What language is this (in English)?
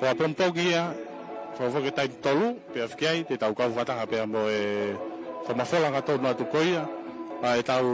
Tongan